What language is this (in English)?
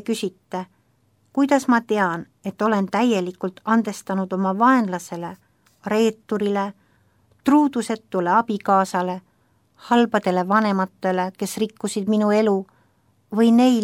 Estonian